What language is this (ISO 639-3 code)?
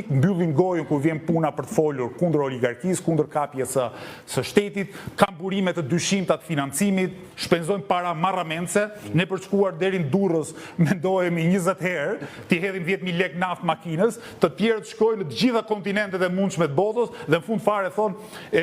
sqi